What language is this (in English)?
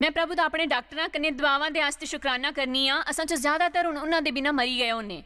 Dogri